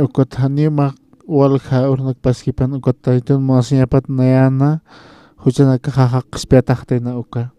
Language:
Aymara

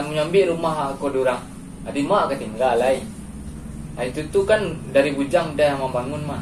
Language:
Minangkabau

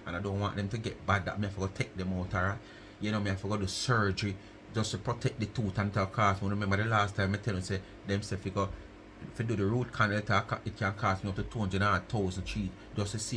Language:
Jamaican Creole English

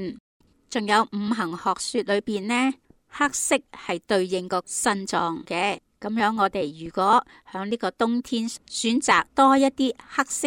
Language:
Cantonese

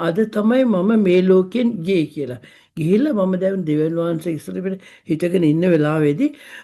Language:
Sinhala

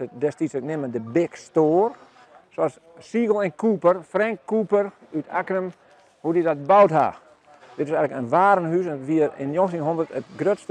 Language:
Western Frisian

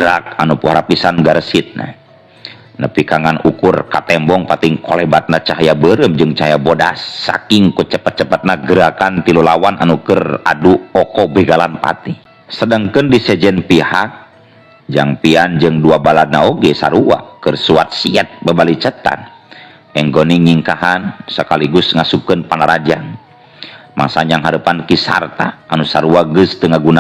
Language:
Sundanese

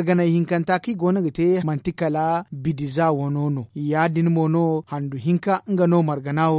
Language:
Zarma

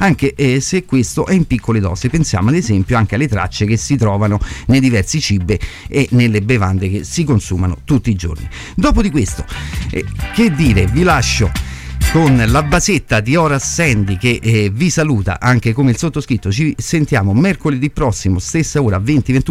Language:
Italian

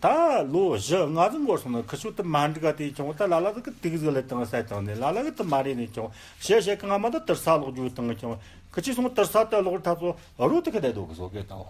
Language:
Tibetan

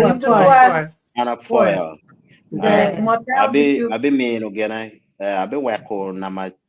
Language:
Acoli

